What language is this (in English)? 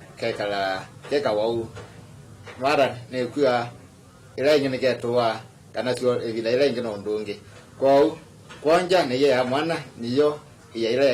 Kamba